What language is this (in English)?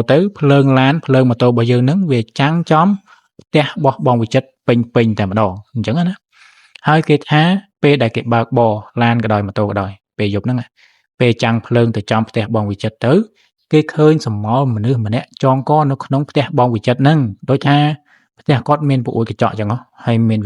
Khmer